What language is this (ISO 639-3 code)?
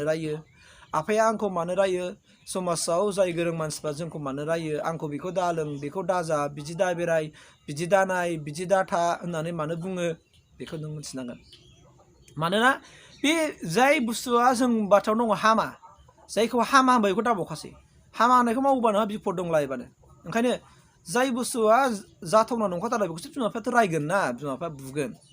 brx